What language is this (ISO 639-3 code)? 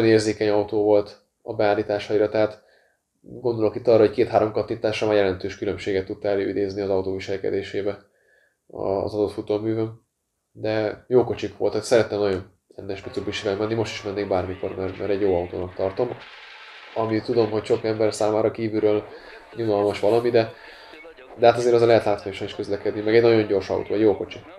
hun